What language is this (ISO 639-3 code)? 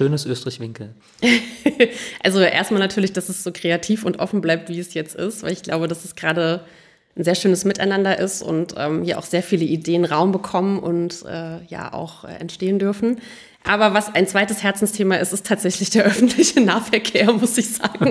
deu